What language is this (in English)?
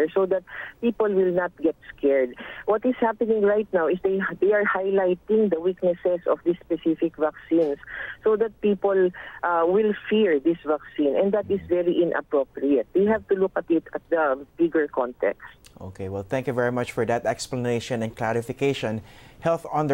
English